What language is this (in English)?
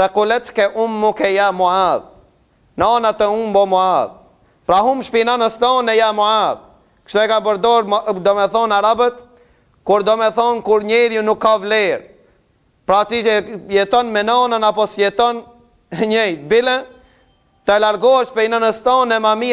Albanian